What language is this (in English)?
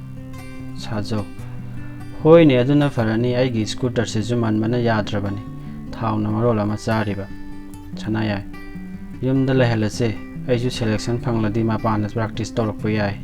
Manipuri